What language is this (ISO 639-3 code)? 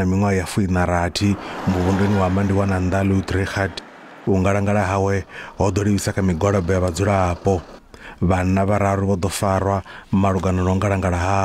ven